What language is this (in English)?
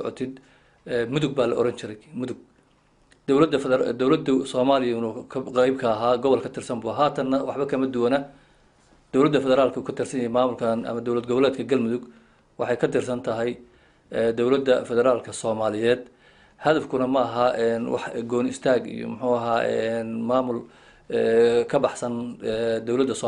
Somali